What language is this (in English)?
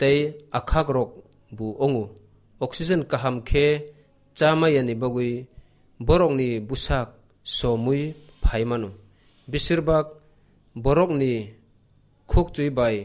Kok Borok